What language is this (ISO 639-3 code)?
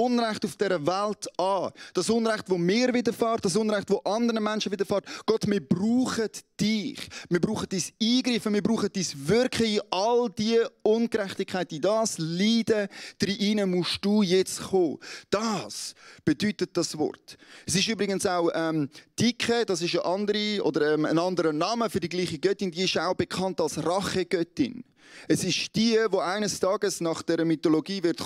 gsw